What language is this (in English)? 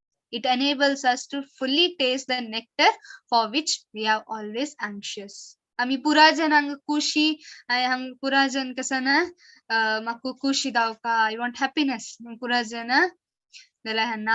Konkani